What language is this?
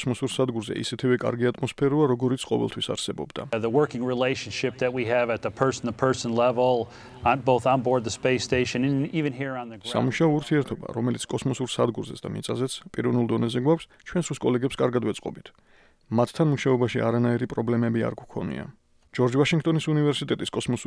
Georgian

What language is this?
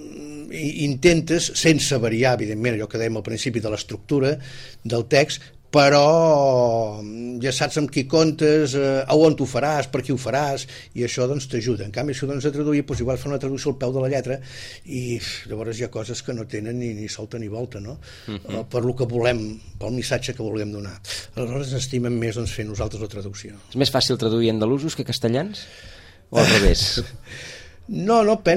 Catalan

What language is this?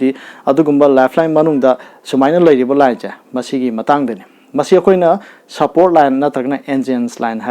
Manipuri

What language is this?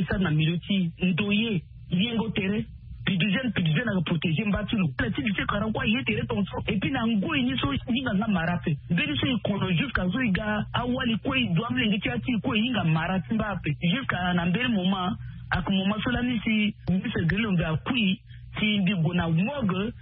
Sango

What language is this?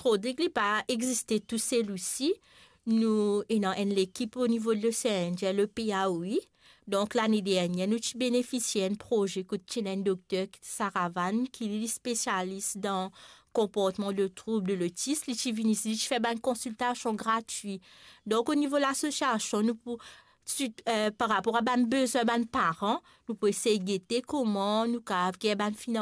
Morisyen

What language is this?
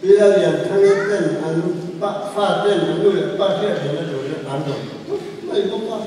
Mizo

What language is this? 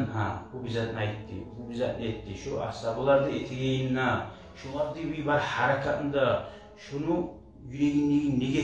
Kumyk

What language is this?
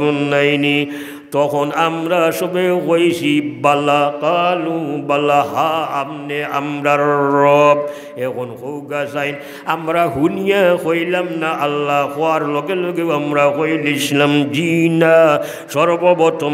Sylheti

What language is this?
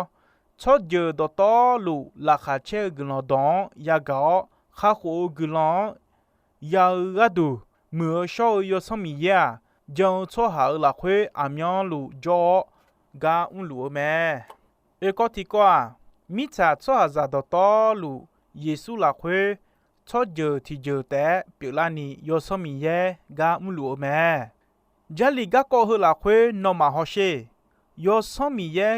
Akha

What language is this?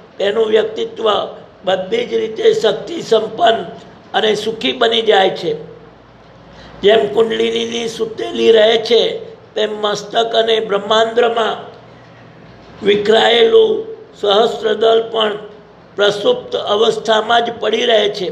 Gujarati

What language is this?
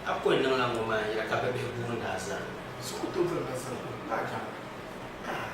Dagbani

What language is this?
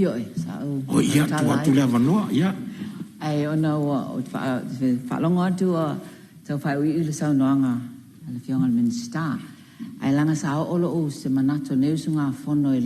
Samoan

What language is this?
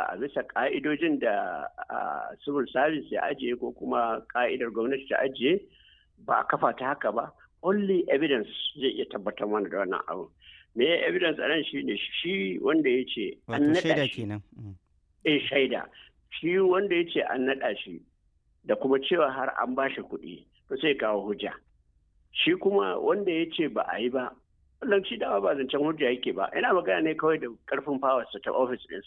Hausa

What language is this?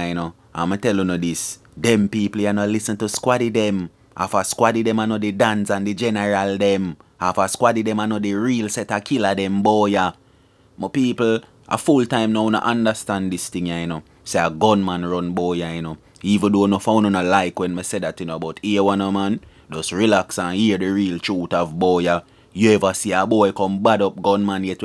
Jamaican Creole English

